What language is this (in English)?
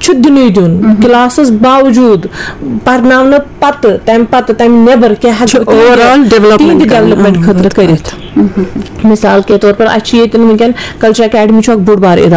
Kashmiri